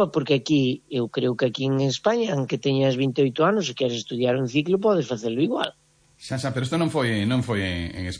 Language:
Galician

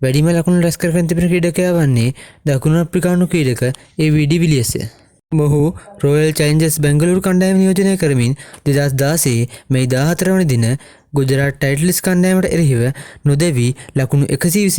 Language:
Sinhala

